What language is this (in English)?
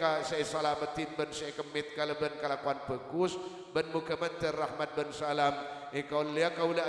Madurese